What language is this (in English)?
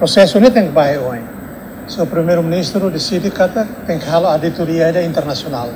Tetum